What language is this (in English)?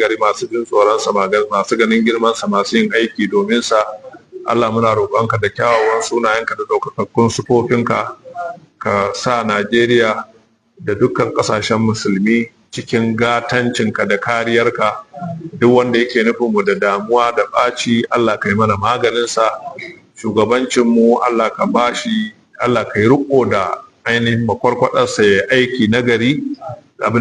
Hausa